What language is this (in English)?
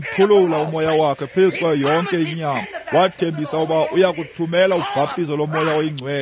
Xhosa